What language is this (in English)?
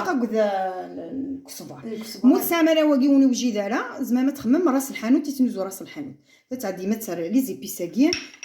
Kabyle